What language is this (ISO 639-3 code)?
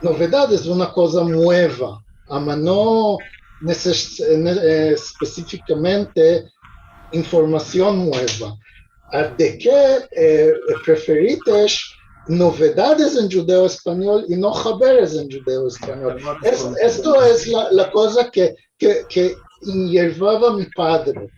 lad